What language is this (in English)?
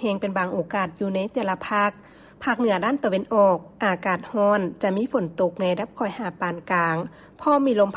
Lao